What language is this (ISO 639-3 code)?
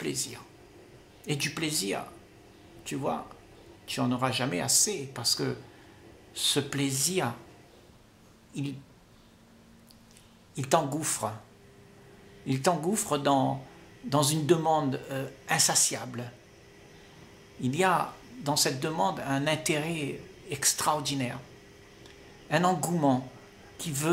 fra